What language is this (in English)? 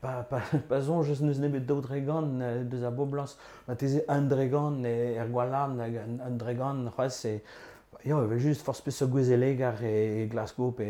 Breton